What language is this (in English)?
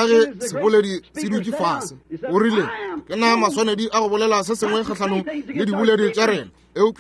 Northern Sotho